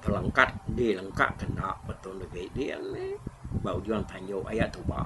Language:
Iban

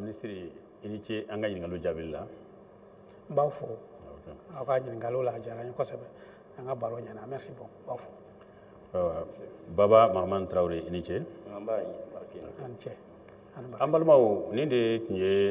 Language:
Bambara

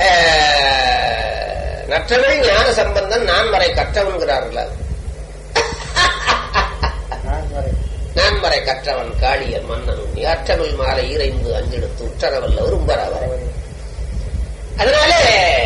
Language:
Tamil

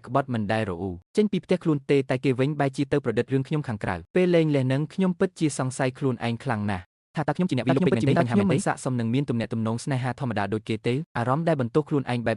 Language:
Khmer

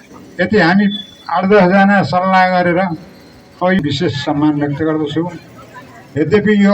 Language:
Nepali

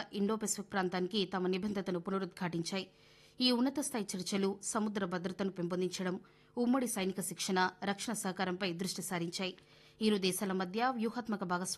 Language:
Telugu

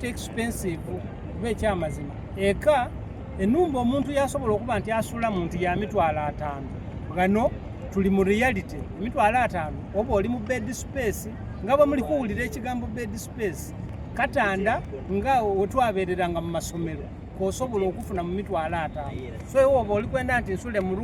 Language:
Soga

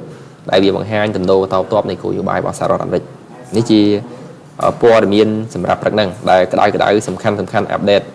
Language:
Khmer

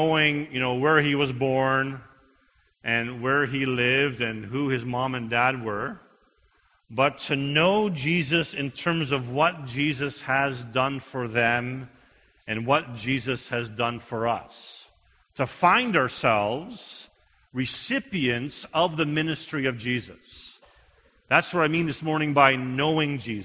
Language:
English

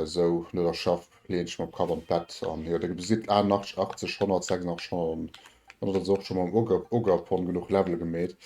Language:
Luxembourgish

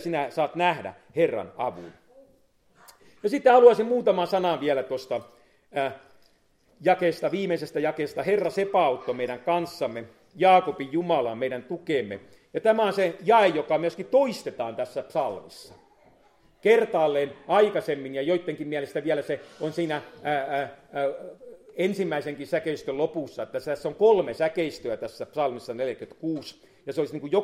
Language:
Finnish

